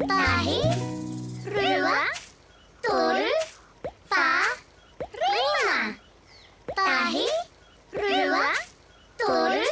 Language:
Māori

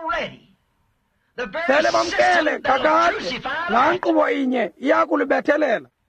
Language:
Xhosa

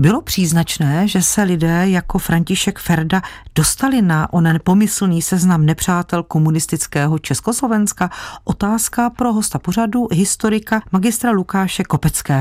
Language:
Czech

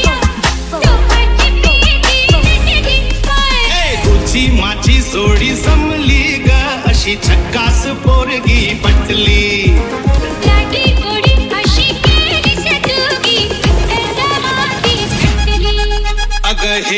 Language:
Marathi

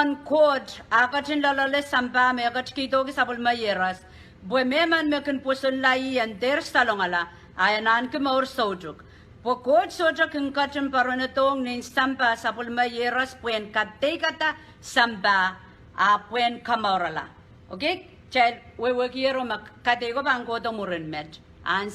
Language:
Pohnpeian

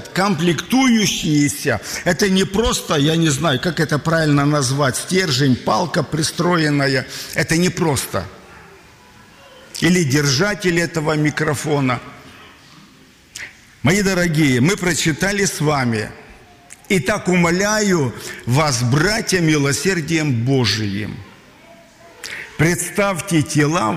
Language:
Russian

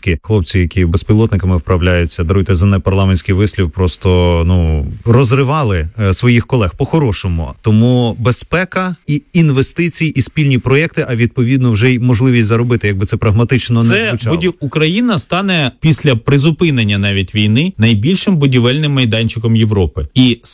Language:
Ukrainian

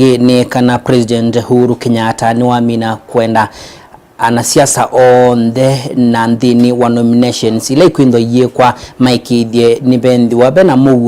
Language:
Kamba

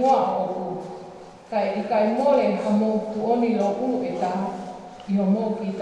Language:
Tongan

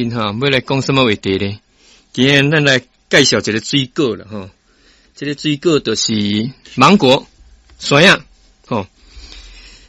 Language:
Min Nan Chinese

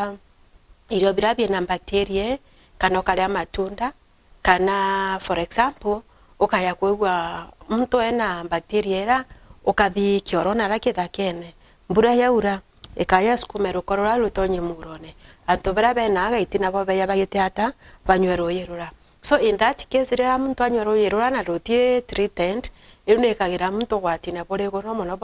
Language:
Meru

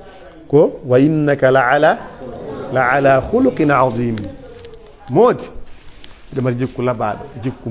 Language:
Pular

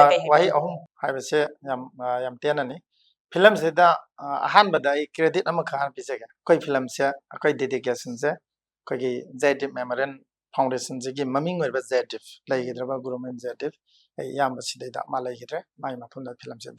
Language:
Manipuri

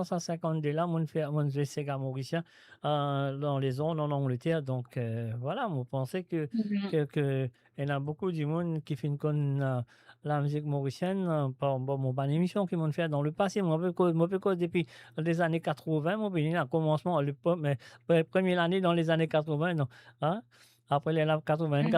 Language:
Morisyen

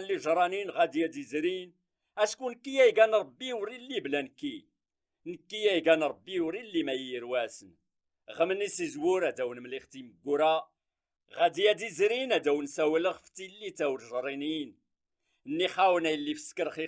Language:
Kabyle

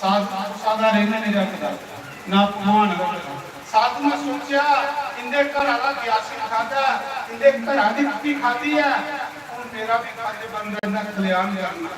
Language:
Dogri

